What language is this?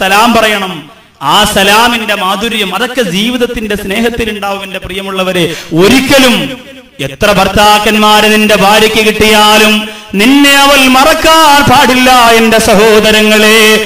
Malayalam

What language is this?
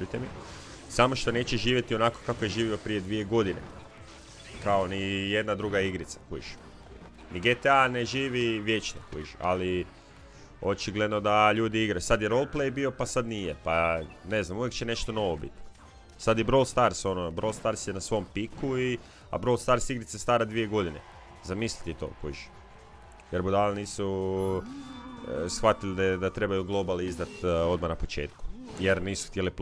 Croatian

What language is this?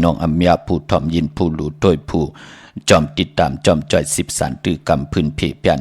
Shan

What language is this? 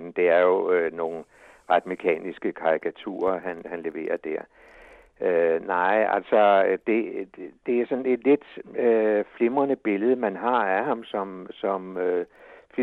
Danish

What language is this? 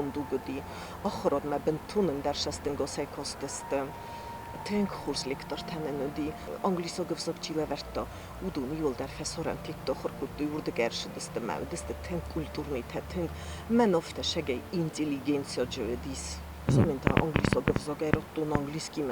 Ossetic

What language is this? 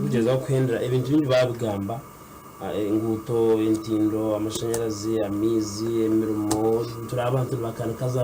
Nyankole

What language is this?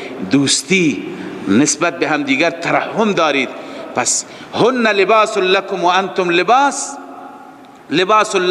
Persian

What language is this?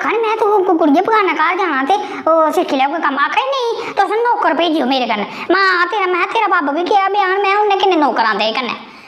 Dogri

